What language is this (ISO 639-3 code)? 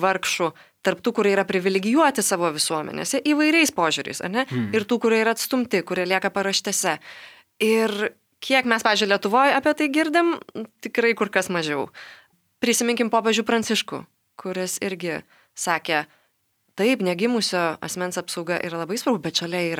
lit